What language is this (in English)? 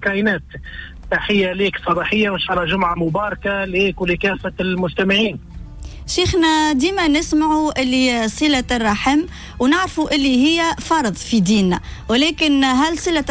Tunisian Arabic